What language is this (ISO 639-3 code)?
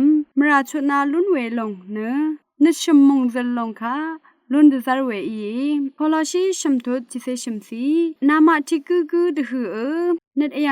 raw